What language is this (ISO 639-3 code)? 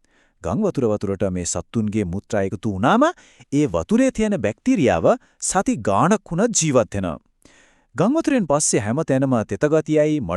sin